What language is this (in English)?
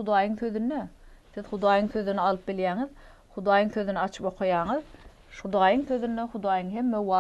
Turkmen